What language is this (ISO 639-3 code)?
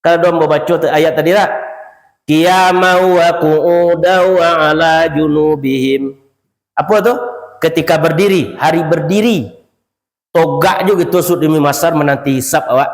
min